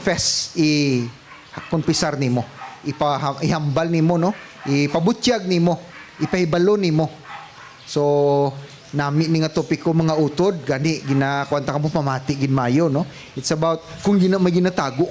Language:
Hiligaynon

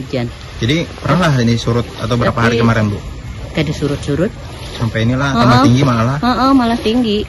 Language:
Banjar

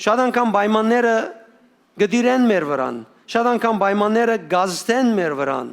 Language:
Western Armenian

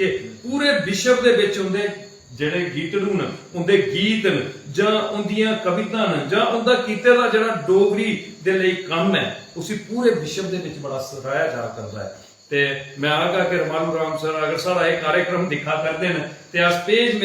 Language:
Dogri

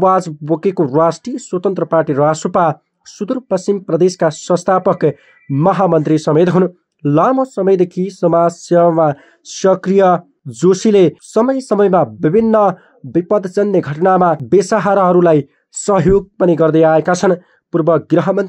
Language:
Nepali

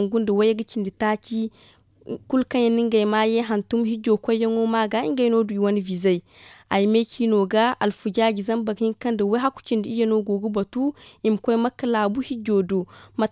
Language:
Zarma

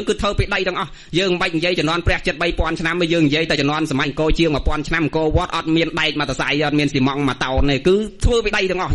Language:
Khmer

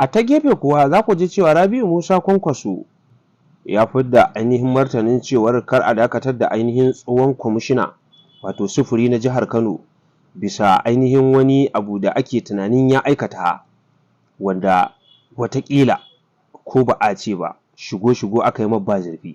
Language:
Hausa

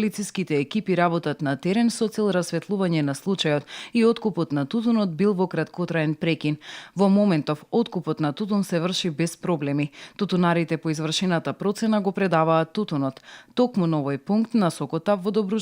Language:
Macedonian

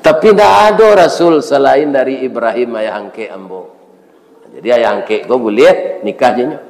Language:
Minangkabau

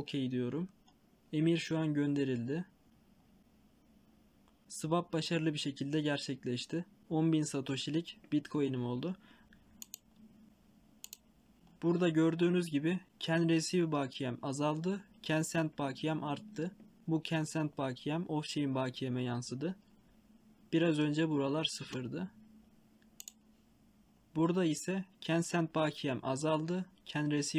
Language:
Turkish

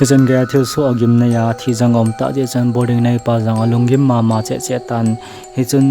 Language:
Thado Chin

